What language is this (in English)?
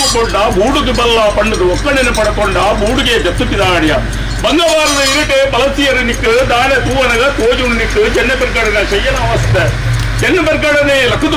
Tulu